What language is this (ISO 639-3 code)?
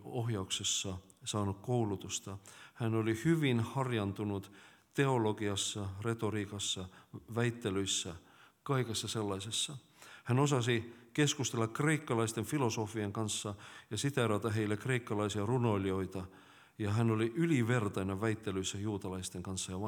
fin